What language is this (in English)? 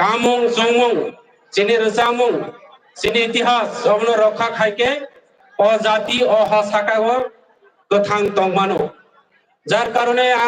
Kok Borok